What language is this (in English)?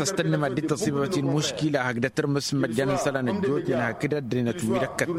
Tamasheq